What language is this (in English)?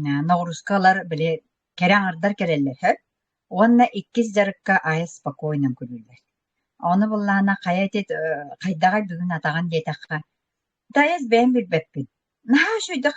Yakut